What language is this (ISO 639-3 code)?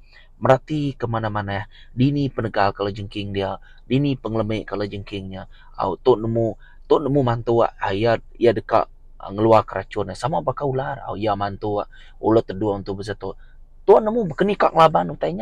iba